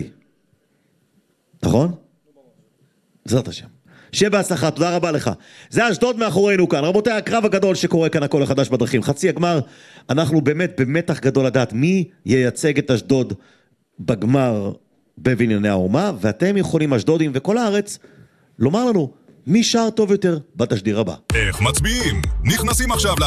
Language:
Hebrew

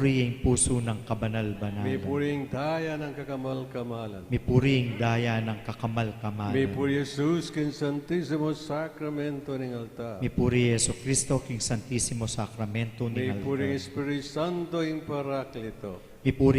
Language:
Pampanga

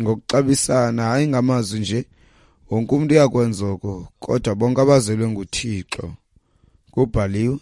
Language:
Xhosa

